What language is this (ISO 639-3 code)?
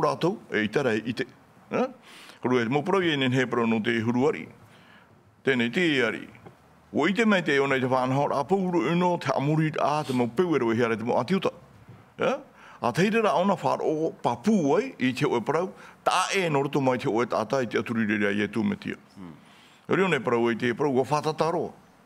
tah